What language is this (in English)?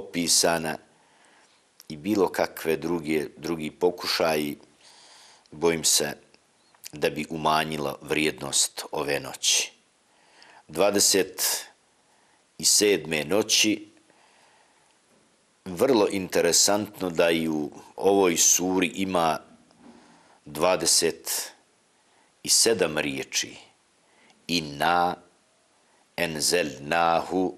Bosnian